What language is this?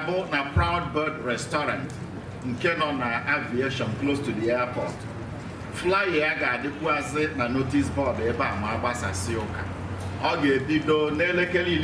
Igbo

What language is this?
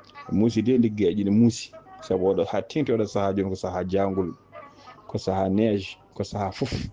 Fula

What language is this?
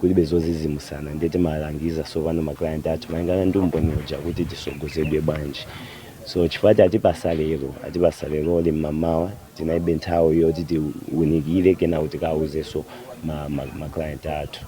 Nyanja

